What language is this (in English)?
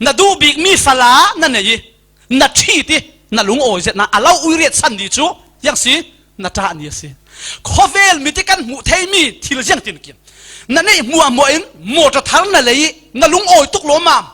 Falam Chin